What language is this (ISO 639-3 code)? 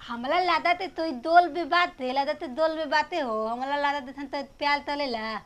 bho